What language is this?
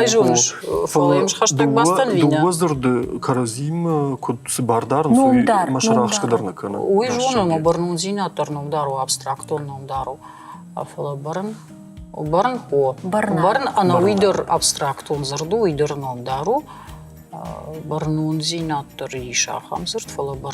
Ossetic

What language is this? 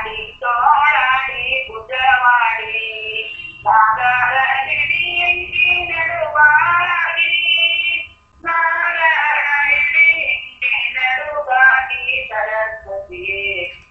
Kannada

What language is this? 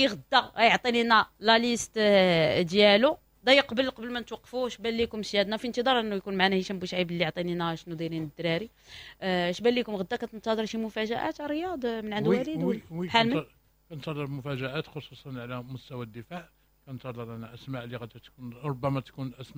Moroccan Arabic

